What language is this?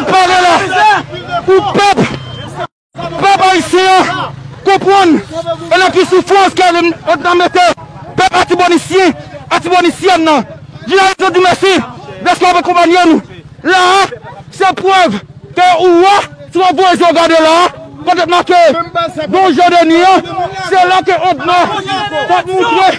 Haitian Creole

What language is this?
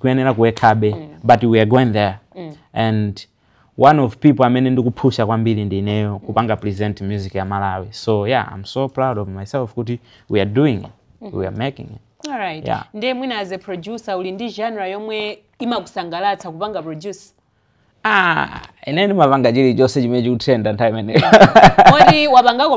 Nyanja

